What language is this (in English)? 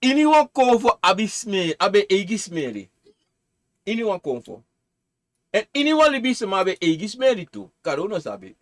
Sranan Tongo